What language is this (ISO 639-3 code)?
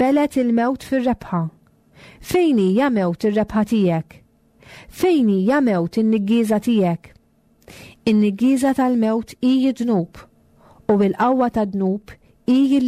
mlt